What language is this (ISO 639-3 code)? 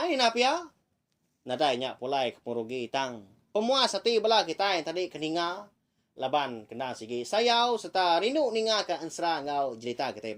iba